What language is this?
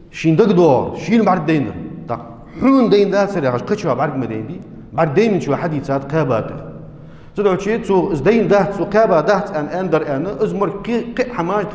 Ingush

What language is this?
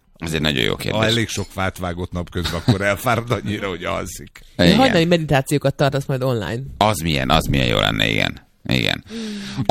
Hungarian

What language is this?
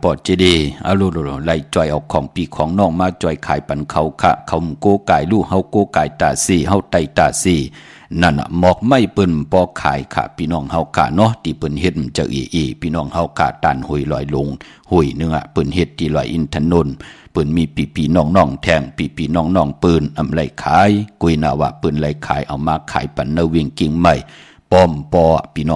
Shan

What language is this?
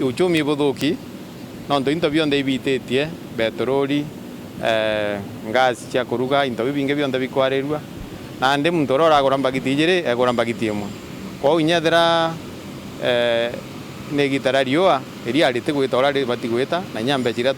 Meru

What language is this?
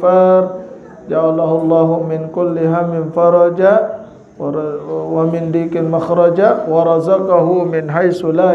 Sasak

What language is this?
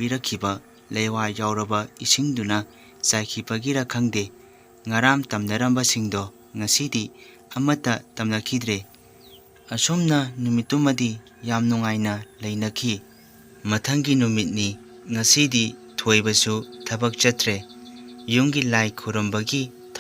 Manipuri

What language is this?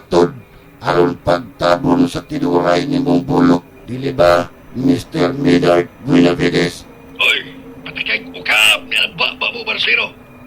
Cebuano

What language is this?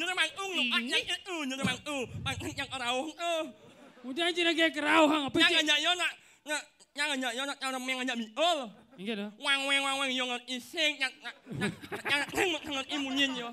Balinese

